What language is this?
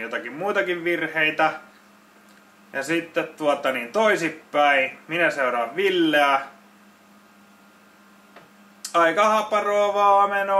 Finnish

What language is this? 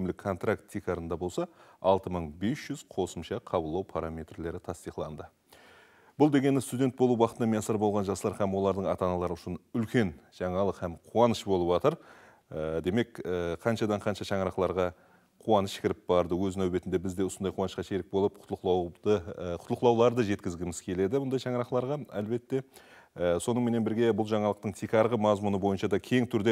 Kara-Kalpak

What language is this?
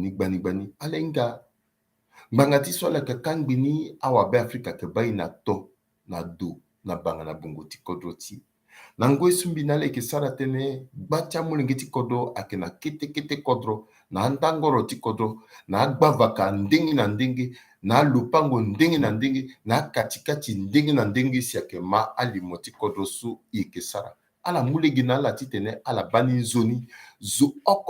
Sango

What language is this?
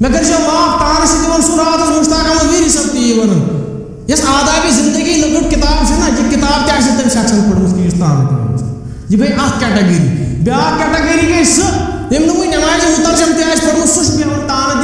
Kashmiri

